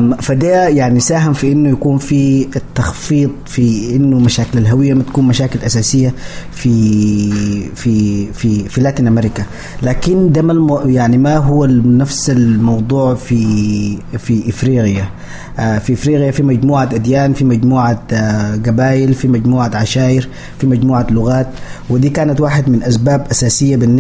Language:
Sudanese Arabic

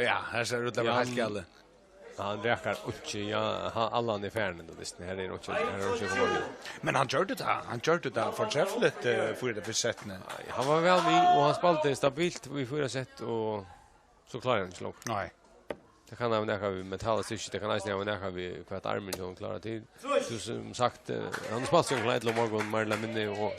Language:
Faroese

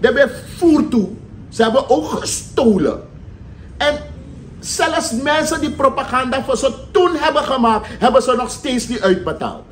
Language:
Sranan Tongo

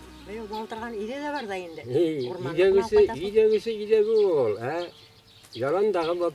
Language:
Bashkir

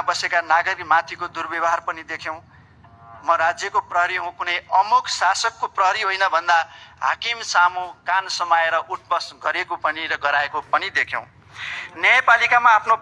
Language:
Nepali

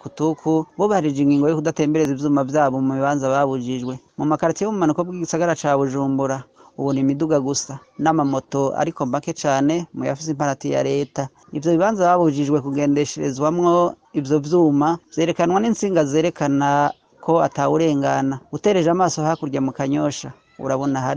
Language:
Rundi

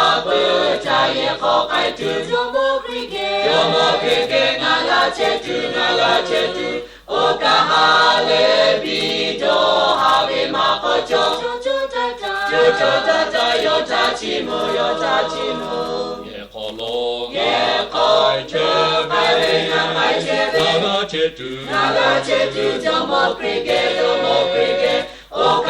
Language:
Lahu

